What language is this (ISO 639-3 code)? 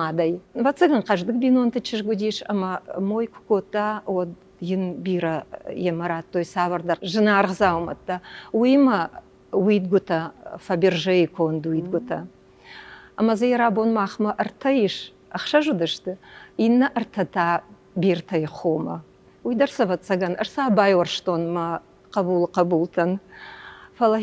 oss